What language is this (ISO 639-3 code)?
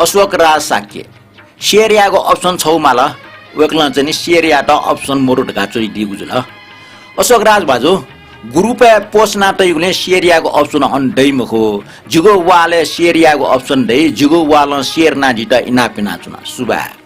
new